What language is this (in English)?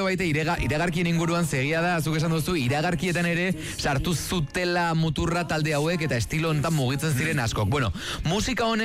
Basque